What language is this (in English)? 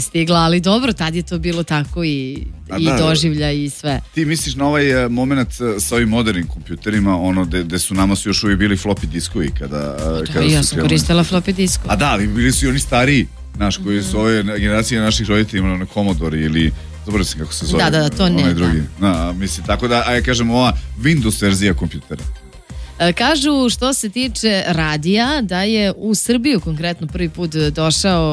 Serbian